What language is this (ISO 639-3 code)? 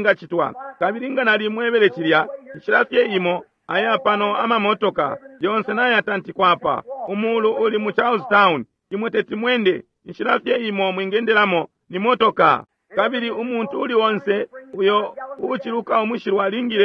bem